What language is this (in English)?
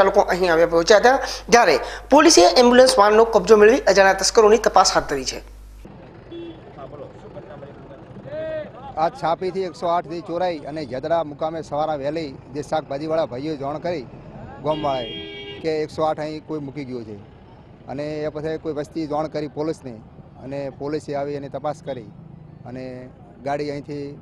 Gujarati